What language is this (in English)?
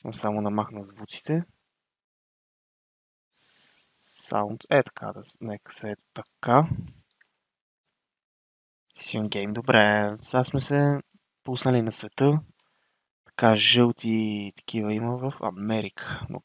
Bulgarian